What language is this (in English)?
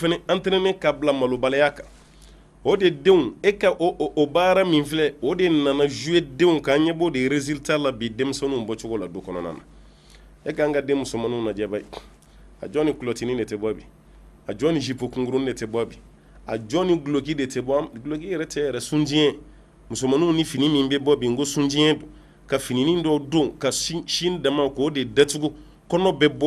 Bambara